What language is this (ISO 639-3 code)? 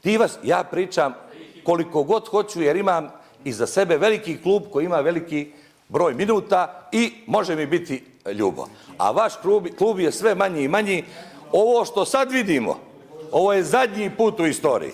bos